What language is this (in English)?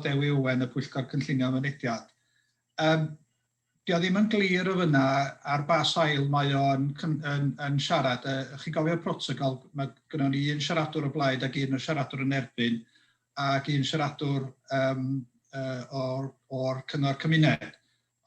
Welsh